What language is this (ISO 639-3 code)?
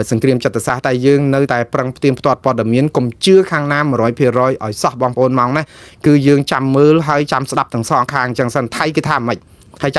khm